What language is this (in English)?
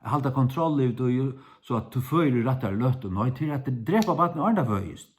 Faroese